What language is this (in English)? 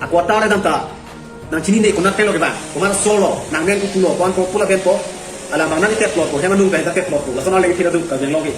Karbi